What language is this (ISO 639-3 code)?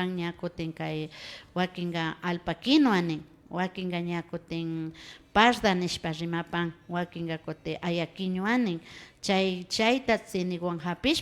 qvi